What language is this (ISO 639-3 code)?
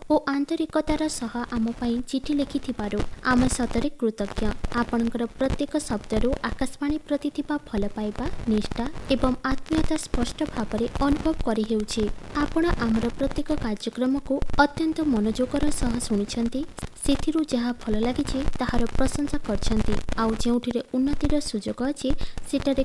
ori